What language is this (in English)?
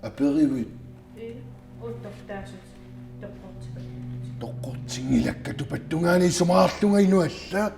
Kalaallisut